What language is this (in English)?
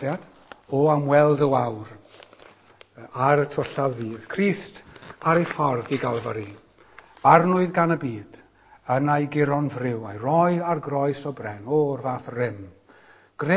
Welsh